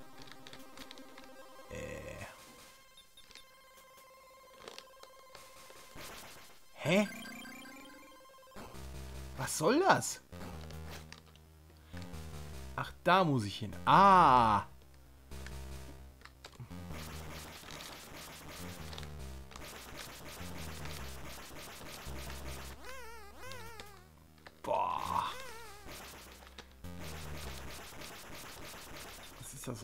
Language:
German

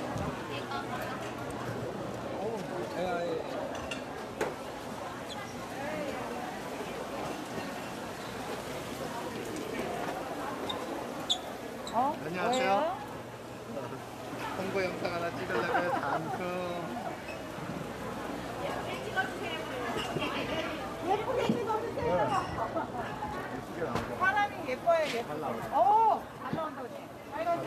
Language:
Korean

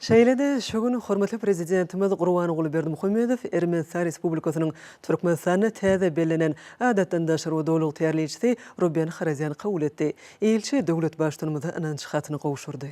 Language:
Turkmen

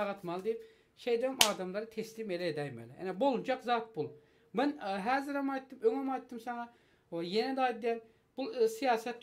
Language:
Turkmen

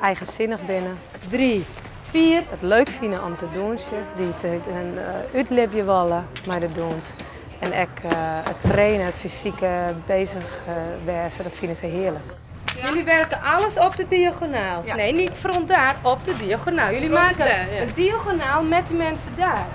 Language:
Western Frisian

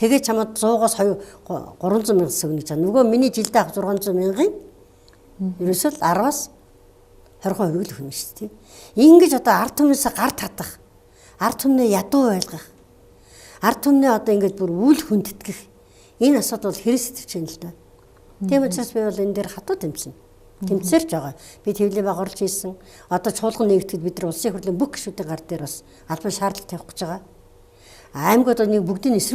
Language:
Mongolian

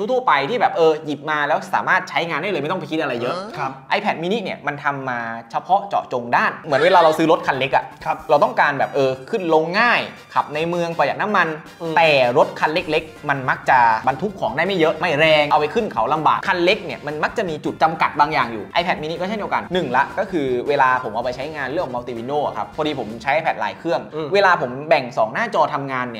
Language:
Thai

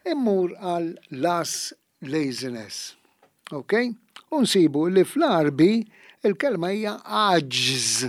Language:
Maltese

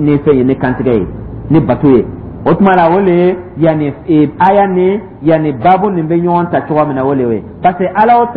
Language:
Dyula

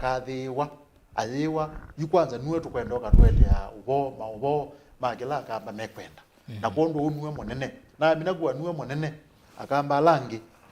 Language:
Kamba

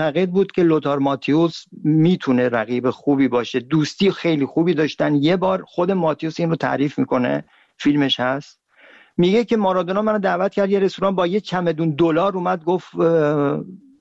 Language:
Persian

